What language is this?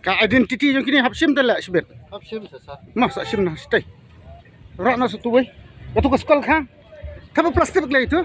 Khasi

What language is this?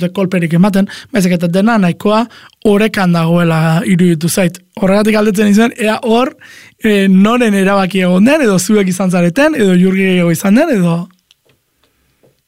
Basque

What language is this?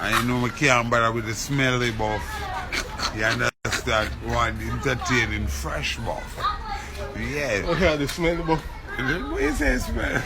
Jamaican Creole English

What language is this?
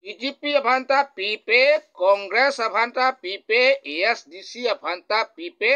Karbi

